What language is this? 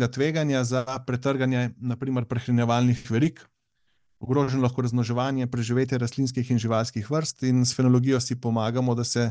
Slovenian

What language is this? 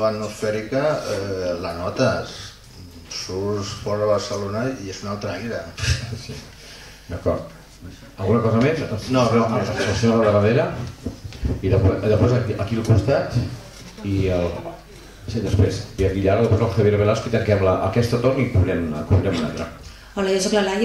Catalan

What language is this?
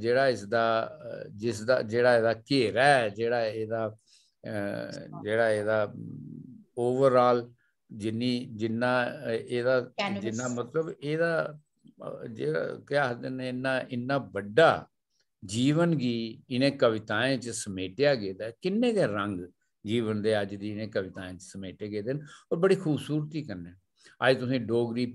Dogri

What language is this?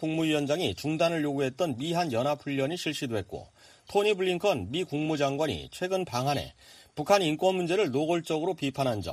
Korean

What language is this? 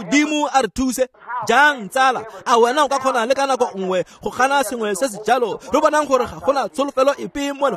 Tswana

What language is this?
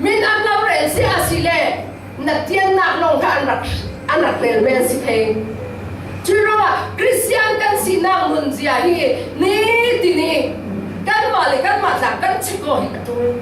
Falam Chin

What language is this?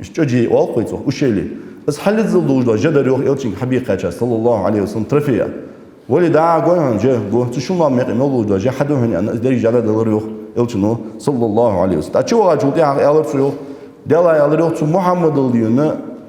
Ingush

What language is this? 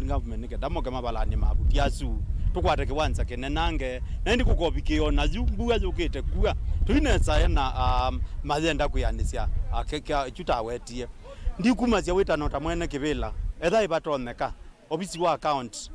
Kamba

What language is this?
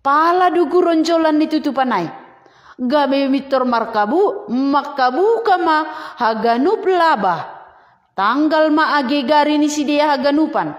Batak Simalungun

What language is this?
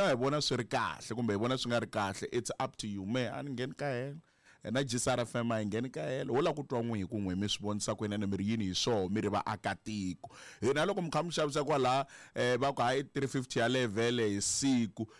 Tsonga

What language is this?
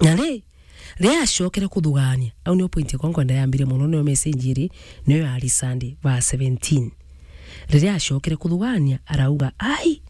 Meru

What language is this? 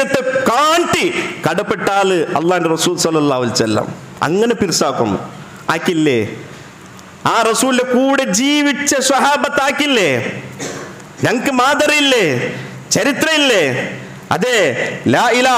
Malayalam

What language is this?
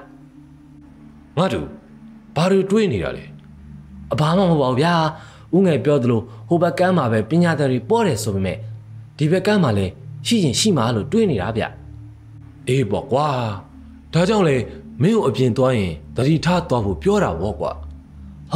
Burmese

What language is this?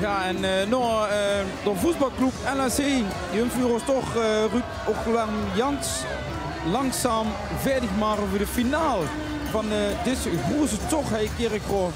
Limburgish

